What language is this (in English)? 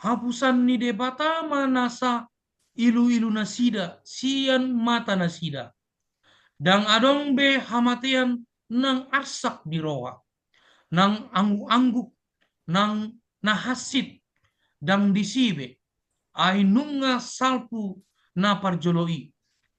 Batak Toba